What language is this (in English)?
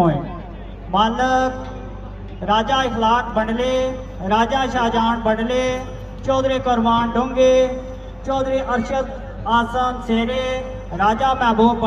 Pahari-Potwari